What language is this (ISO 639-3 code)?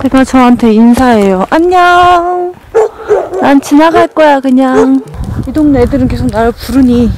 kor